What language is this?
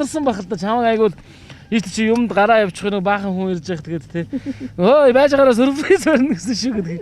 Mongolian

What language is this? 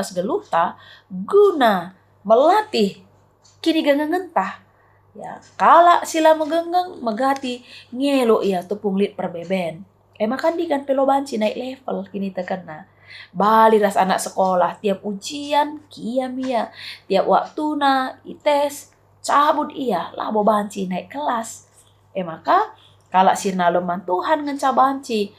Batak Karo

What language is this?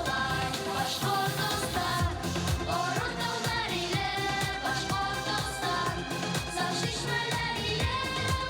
Bashkir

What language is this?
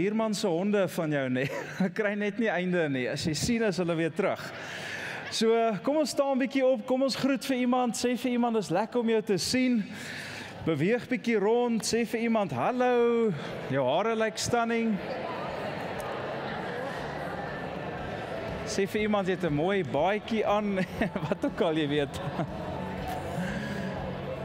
Afrikaans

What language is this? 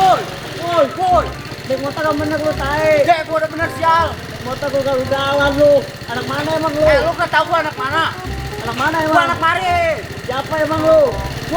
Betawi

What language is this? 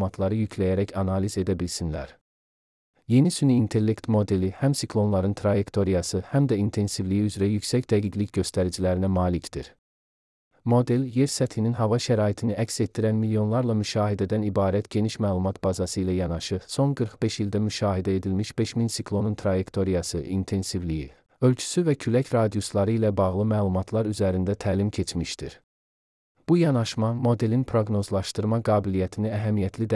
Azerbaijani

